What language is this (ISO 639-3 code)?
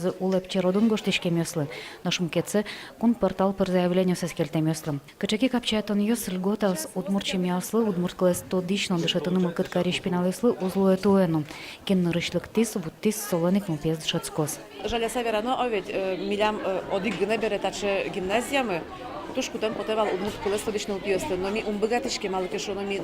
udm